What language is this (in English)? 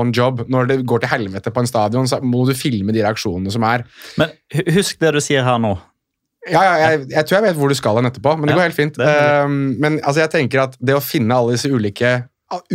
Norwegian